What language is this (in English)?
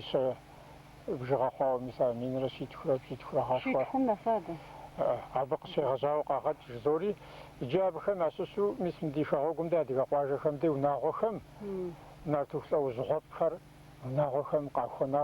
Kabardian